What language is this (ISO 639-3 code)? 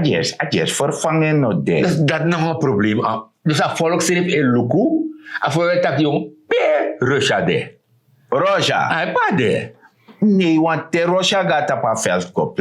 srn